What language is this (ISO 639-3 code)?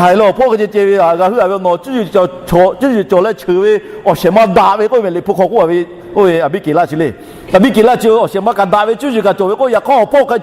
lhu